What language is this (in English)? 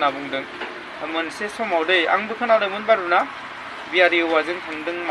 Bodo